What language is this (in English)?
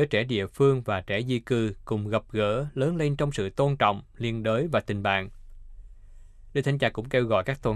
Vietnamese